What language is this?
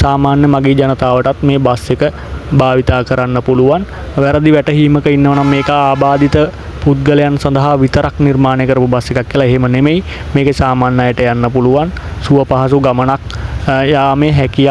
Sinhala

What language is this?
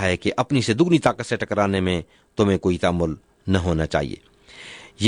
Urdu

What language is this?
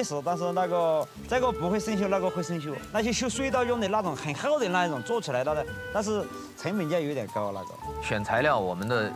Chinese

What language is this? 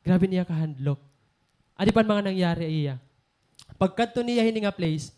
Waray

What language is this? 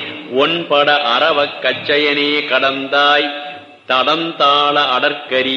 Tamil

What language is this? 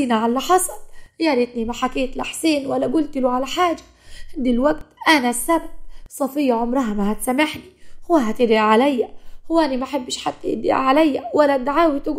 Egyptian Arabic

